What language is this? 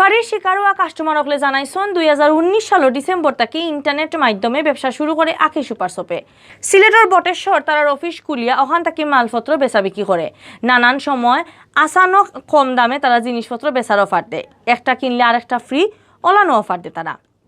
Sylheti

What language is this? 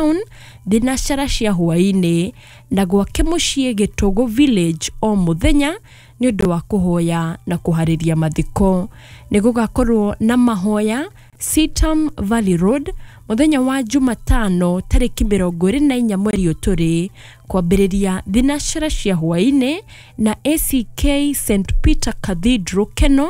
Kikuyu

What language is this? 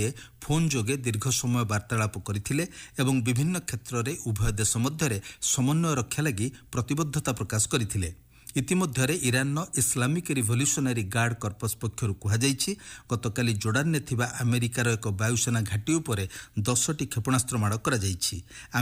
Odia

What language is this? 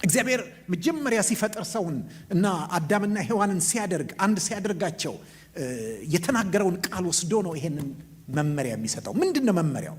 Amharic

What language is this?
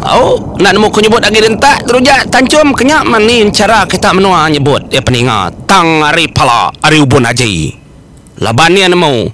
Iban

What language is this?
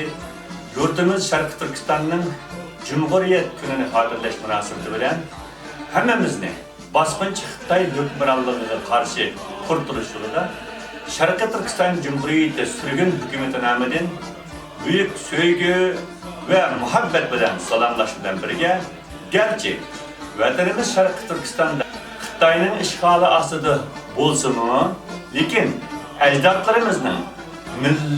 Uyghur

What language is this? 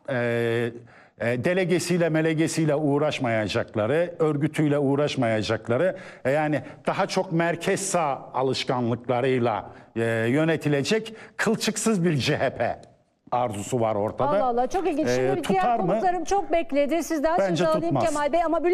Turkish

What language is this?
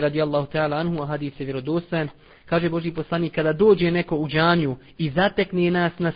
Bosnian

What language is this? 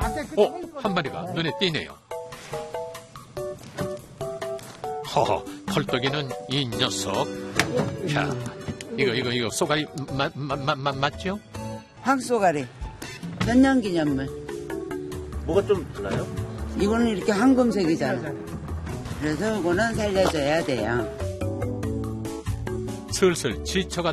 Korean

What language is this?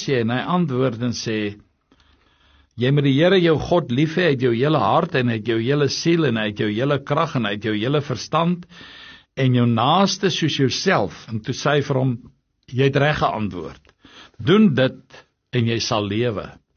Afrikaans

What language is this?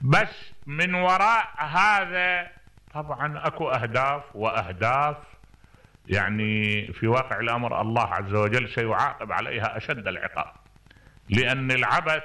Mesopotamian Arabic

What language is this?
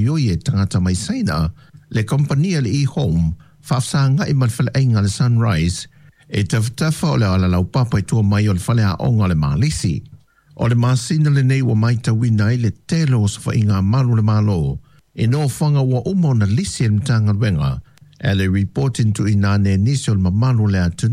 Samoan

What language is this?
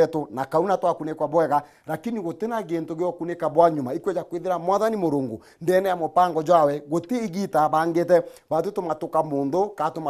Meru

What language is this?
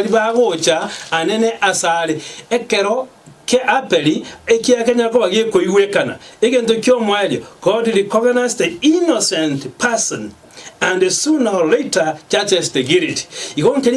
Gusii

